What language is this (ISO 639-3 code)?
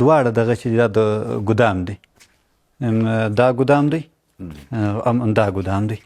pus